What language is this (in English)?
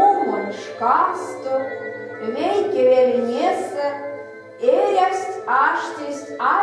Erzya